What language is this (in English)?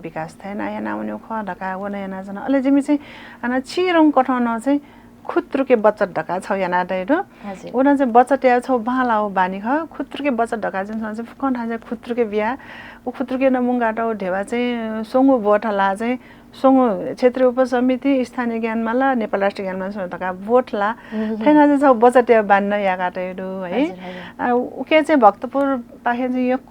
Newari